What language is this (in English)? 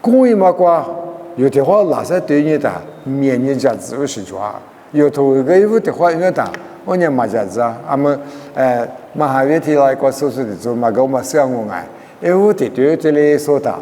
Lisu